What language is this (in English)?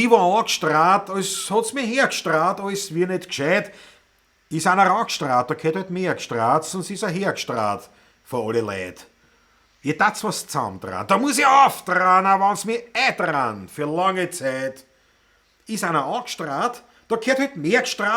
Bavarian